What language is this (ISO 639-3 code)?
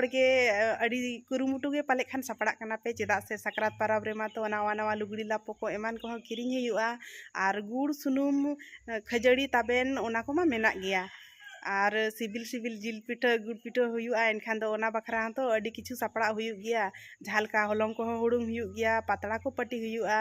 sat